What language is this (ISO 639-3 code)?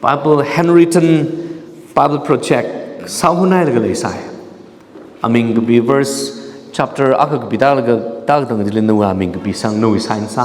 nmf